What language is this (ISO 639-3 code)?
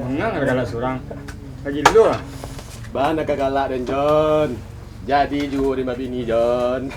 min